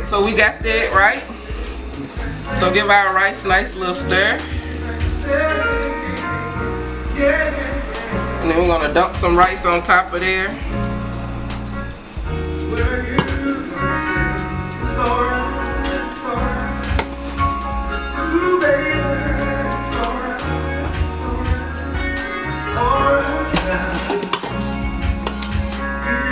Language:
English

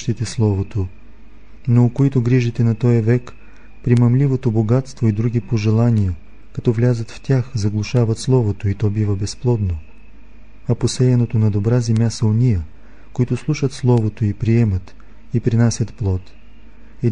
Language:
Bulgarian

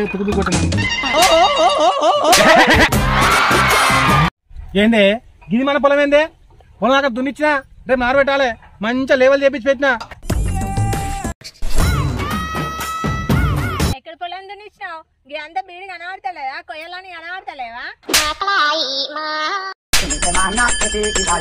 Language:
Telugu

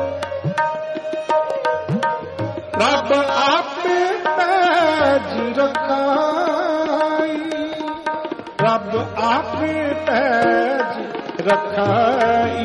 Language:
Punjabi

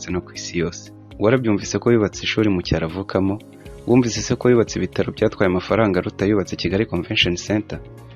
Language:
Kinyarwanda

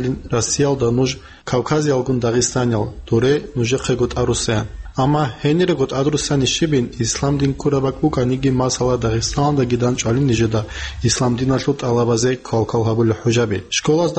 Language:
Avaric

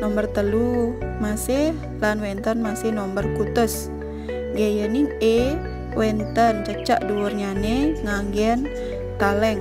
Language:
Balinese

